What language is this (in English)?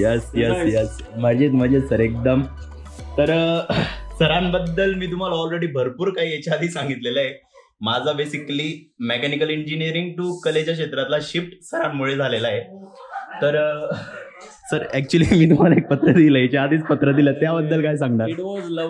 Marathi